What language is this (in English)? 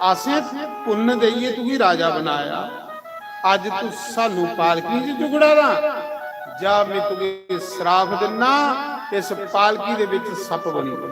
Dogri